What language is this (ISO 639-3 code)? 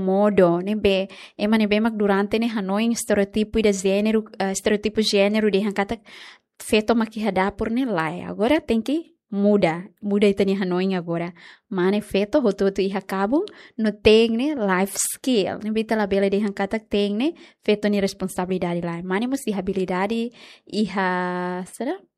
tet